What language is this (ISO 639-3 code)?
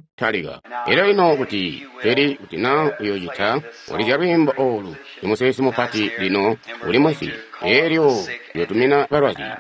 toi